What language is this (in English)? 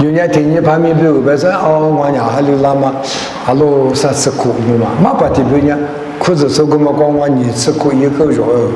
Lisu